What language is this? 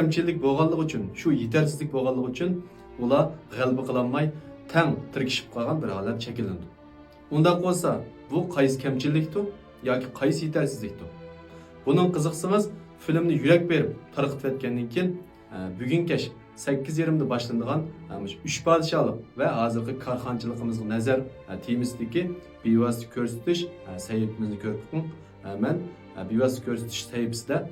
Uyghur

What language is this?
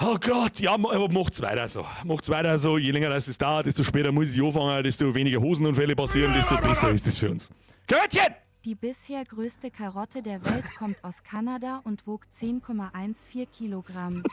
Bavarian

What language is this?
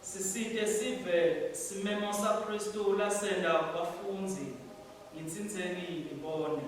Swati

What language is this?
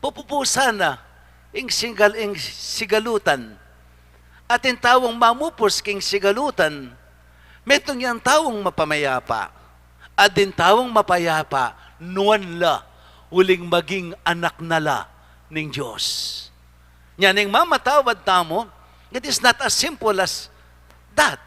Pampanga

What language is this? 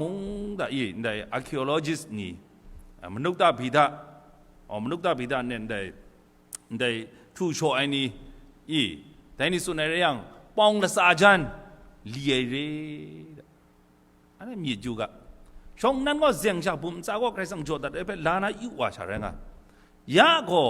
Kachin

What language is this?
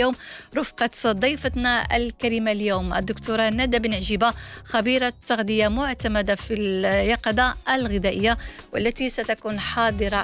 Arabic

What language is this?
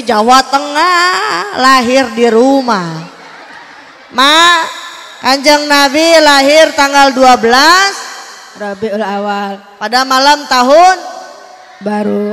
Indonesian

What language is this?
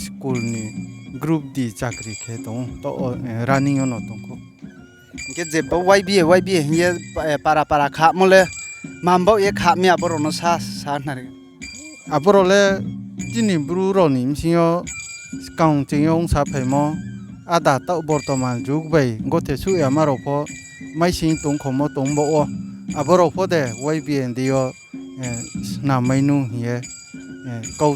Riang (India)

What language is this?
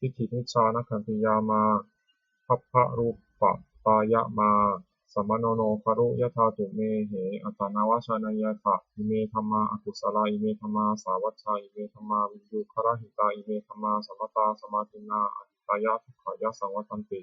Pali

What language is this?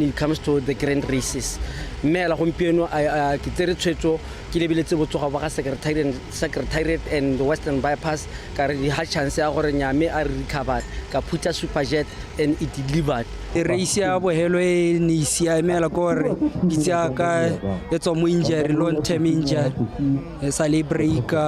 Tswana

